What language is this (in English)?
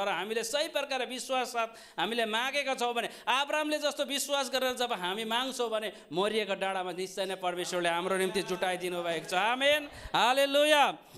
Nepali